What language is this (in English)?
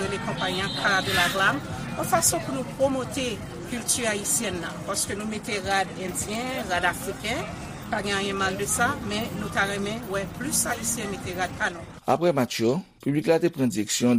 Haitian Creole